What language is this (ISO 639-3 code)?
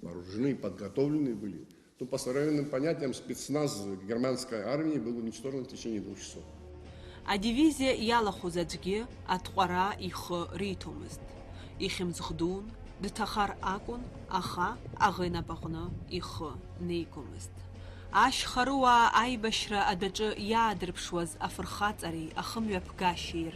abk